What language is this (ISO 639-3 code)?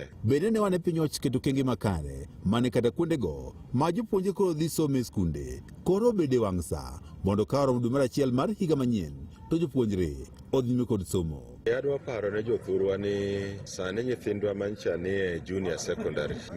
luo